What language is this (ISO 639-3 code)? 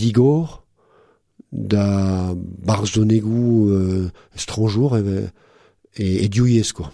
bre